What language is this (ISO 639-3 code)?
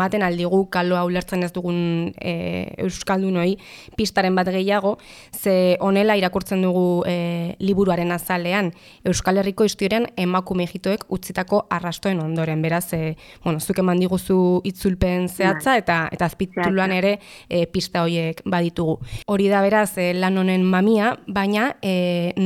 eus